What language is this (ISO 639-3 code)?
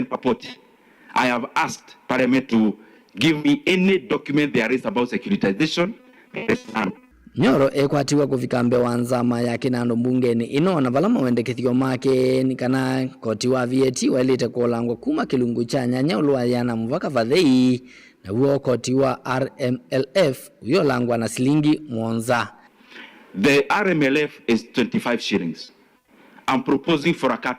kam